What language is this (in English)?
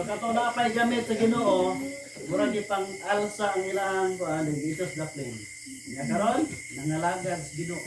Cebuano